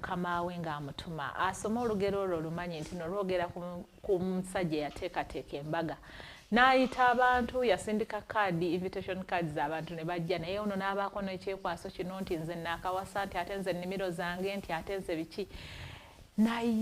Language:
Ganda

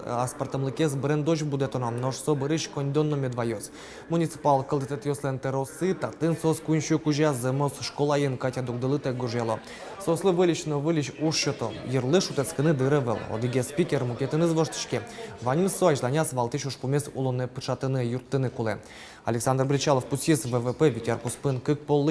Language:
Udmurt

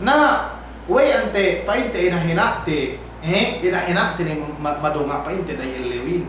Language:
Yakan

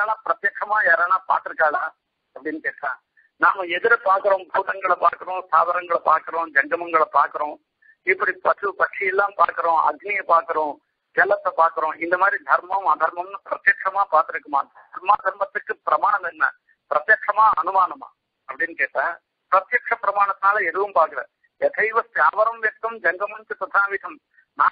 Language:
Tamil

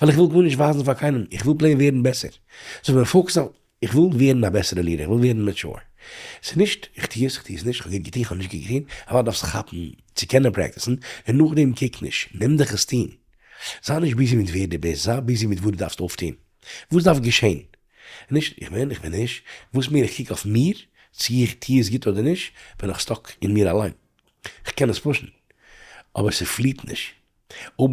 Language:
Yiddish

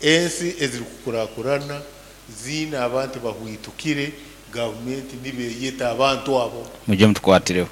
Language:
Nyankole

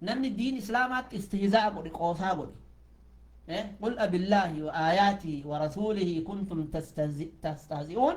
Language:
Oromo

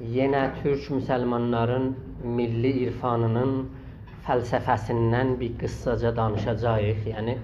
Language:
South Azerbaijani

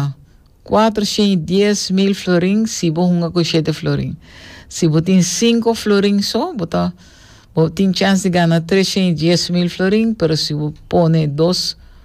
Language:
Papiamento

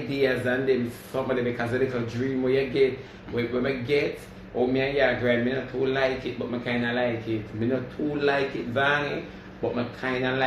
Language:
Jamaican Creole English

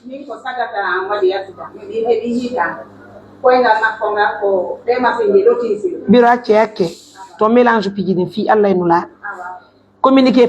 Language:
Pular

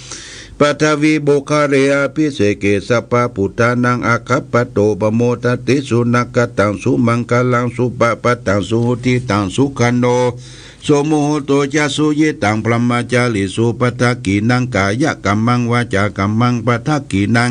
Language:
Pali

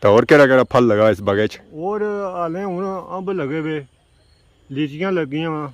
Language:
Pahari-Potwari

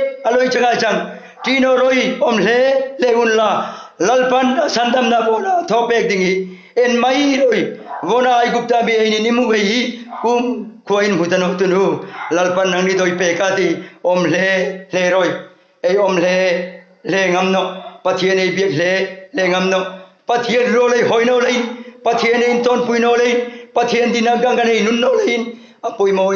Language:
Hmar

